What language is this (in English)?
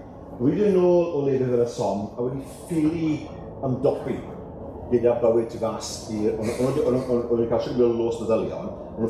Welsh